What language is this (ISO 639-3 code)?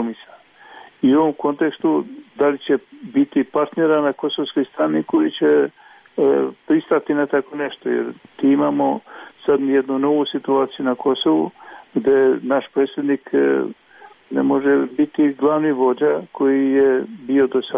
srp